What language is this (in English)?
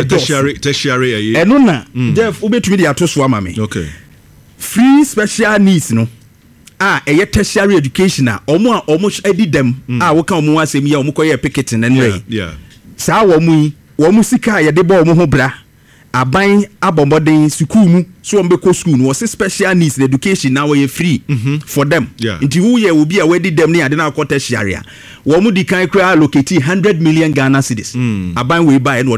Akan